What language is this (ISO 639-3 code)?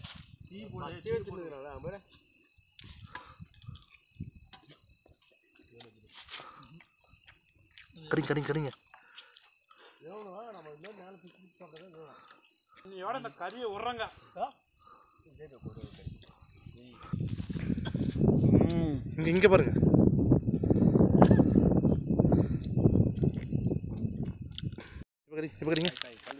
tam